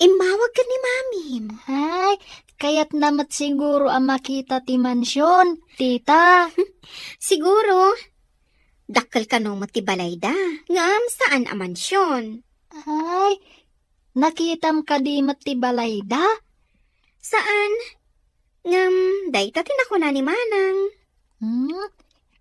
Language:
Iloko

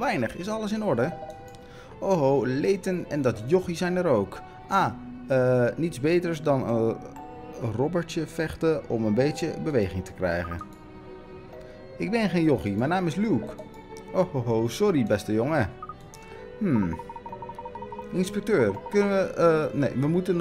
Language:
Dutch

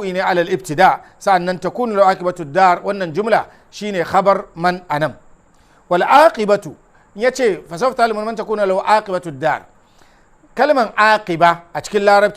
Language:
Hausa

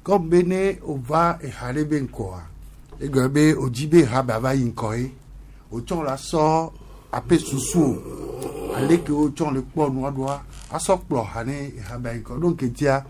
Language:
Gen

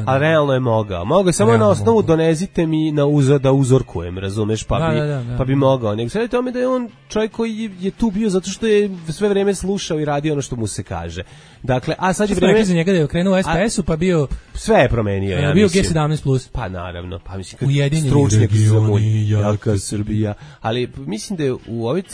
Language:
Serbian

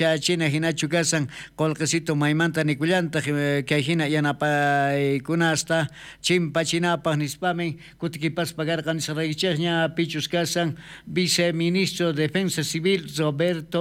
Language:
South Bolivian Quechua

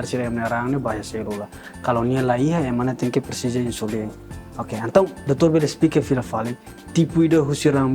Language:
Tetum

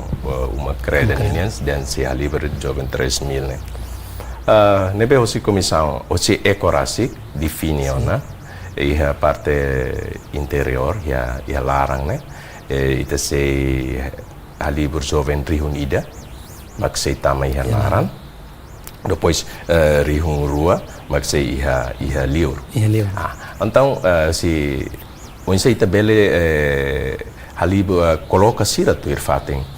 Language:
Tetum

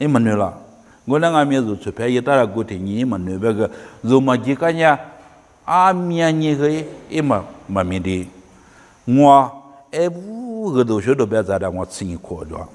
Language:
Lisu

